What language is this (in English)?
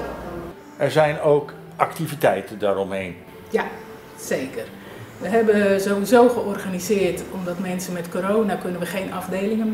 Dutch